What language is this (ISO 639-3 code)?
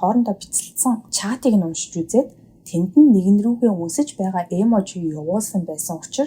mon